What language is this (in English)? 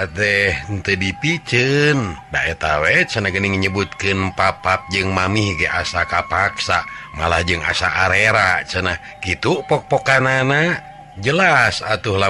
Sundanese